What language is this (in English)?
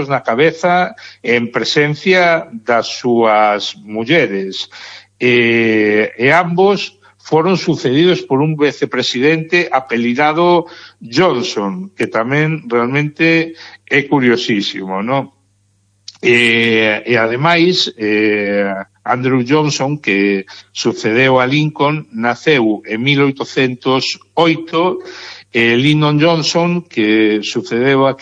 Galician